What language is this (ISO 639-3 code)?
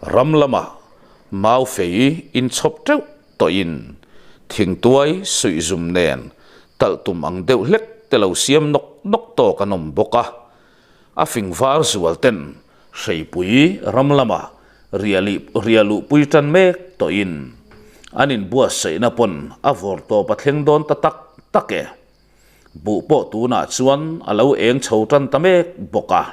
lus